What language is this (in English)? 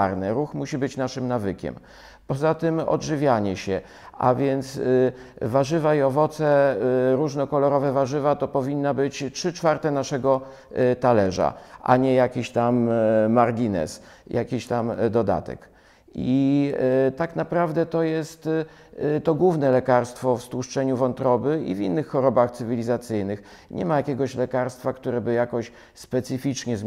Polish